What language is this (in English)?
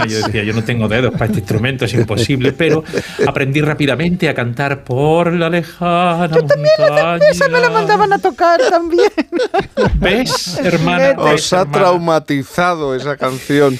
Spanish